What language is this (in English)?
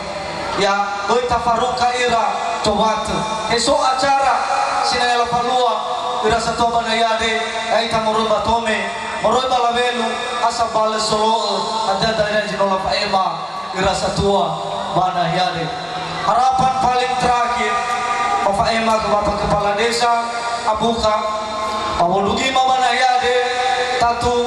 Nias